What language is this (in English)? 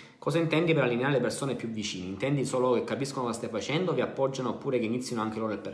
Italian